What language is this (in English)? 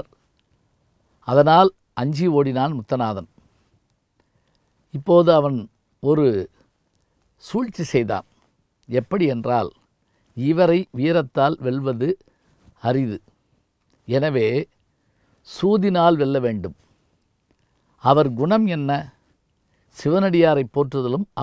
Tamil